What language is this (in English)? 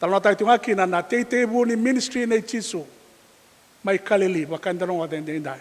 Fijian